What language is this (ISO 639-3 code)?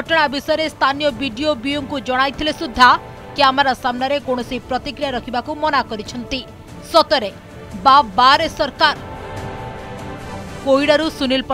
ori